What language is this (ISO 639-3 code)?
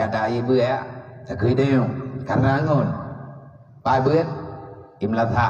ace